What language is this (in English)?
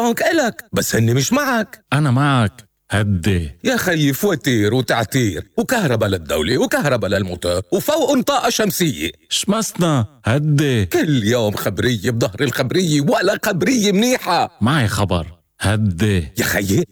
North Levantine Arabic